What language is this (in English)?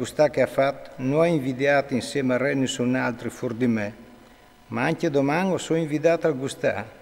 Friulian